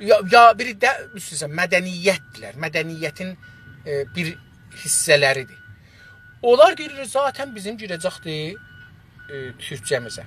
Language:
South Azerbaijani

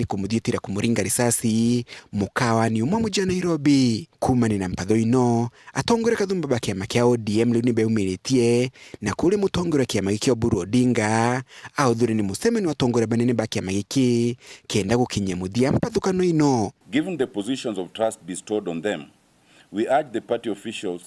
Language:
Meru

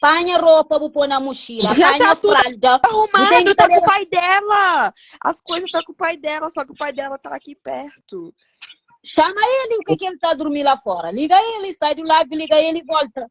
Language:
Kabuverdianu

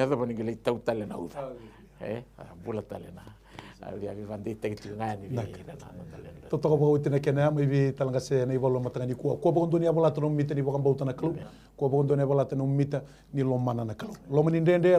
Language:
Fijian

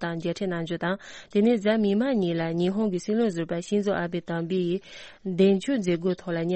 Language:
Tibetan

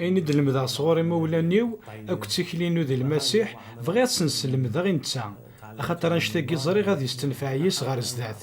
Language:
Kabyle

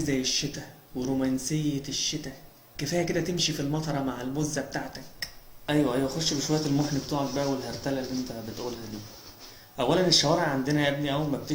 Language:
Egyptian Arabic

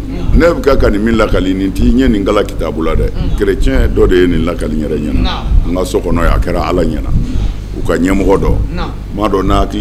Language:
Bambara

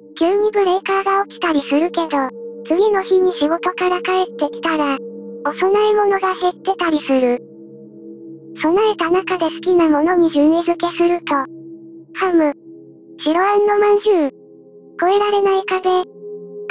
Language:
Japanese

